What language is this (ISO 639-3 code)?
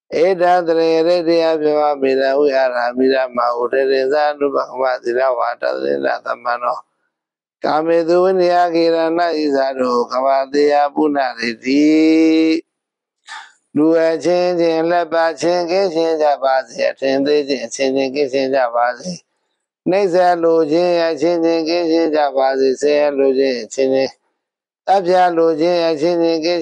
mya